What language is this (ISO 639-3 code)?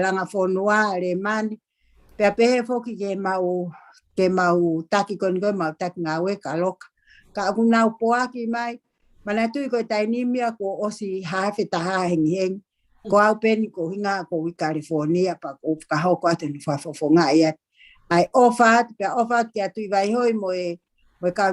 ton